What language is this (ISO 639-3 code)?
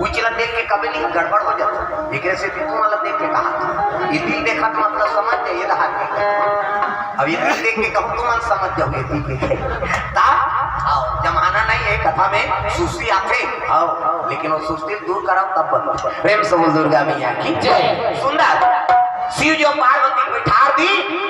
hne